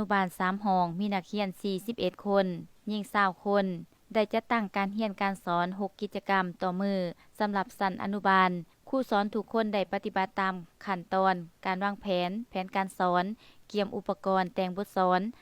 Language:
Lao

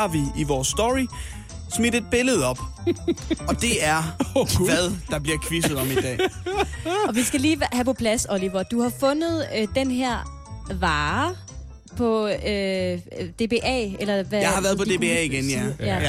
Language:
Danish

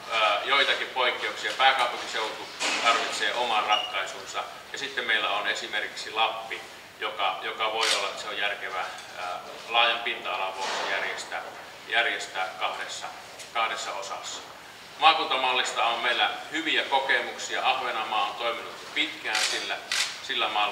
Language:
Finnish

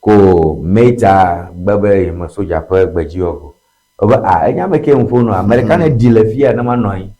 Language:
Ewe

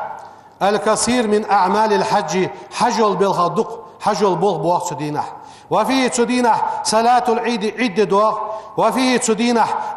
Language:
Ingush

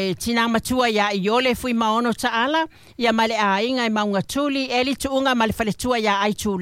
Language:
Samoan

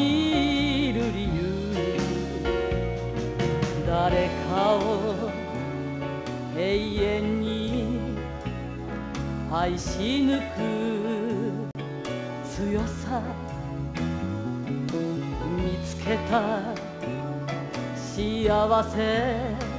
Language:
Japanese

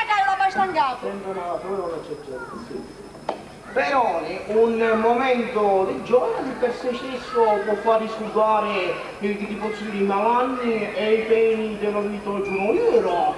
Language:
Sicilian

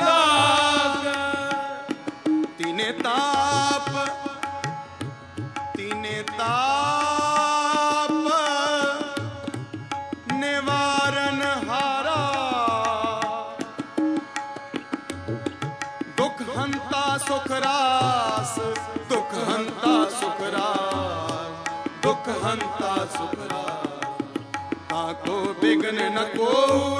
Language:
Punjabi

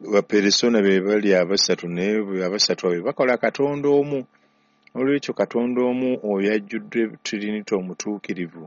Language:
Ganda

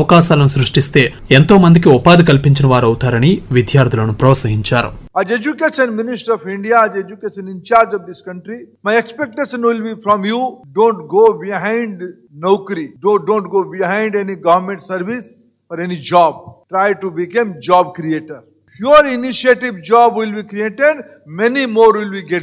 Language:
Telugu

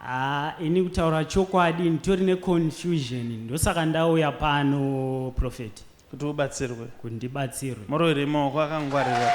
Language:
Shona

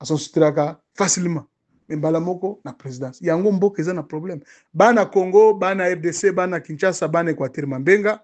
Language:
Lingala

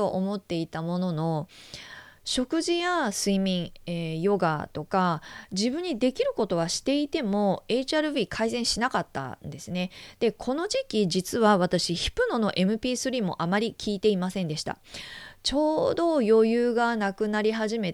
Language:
Japanese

